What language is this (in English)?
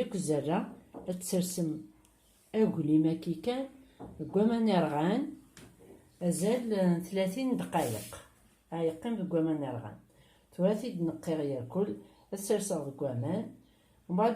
Kabyle